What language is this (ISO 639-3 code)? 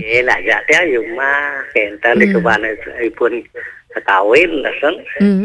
ban